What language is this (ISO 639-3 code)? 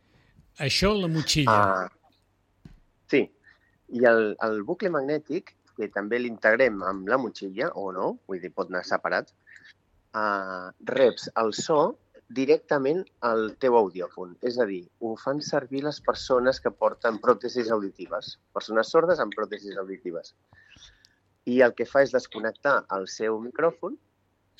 cat